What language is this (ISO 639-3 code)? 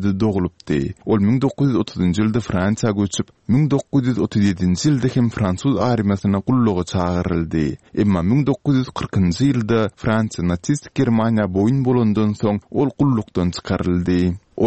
tuk